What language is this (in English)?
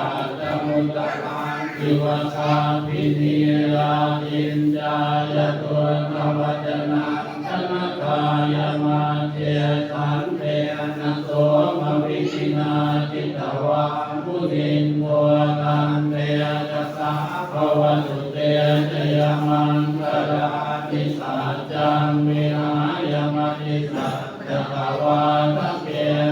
Pali